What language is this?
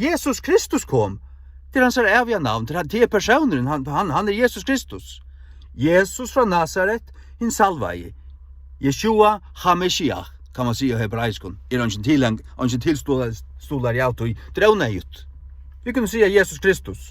Faroese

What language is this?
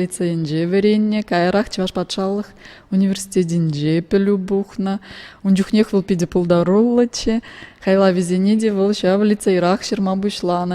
Chuvash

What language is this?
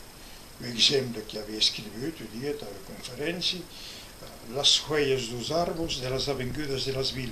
Occitan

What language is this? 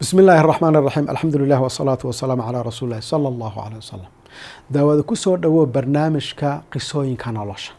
Somali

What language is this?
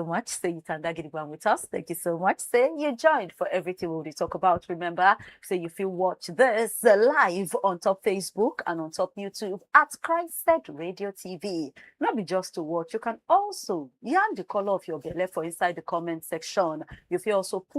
Nigerian Pidgin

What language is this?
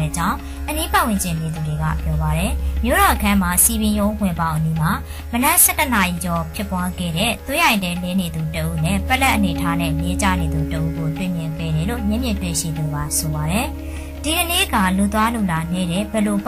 Burmese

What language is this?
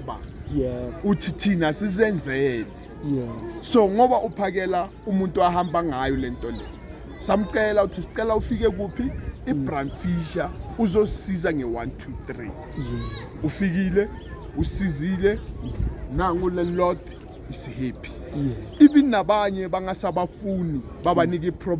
Zulu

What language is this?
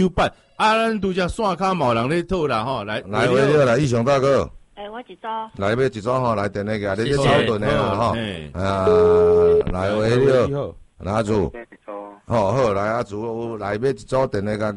Min Nan Chinese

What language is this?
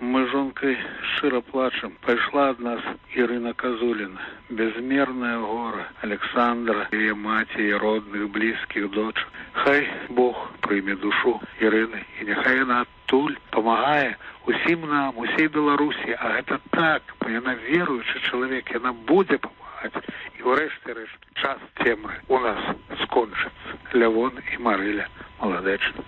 Belarusian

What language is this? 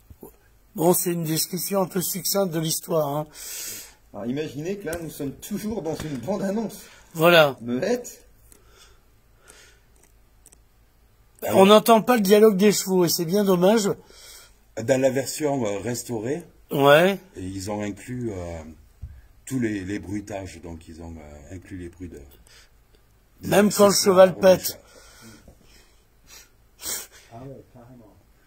French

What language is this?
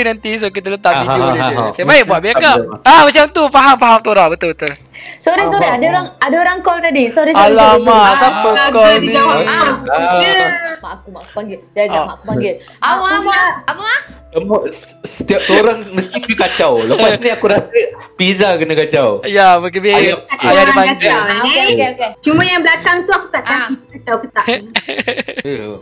Malay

